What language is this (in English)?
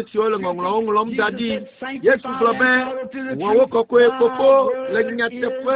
Ewe